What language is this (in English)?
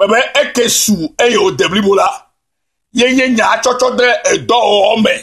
Ewe